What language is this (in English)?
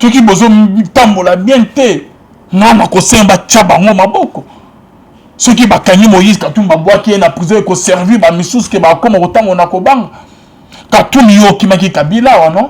Lingala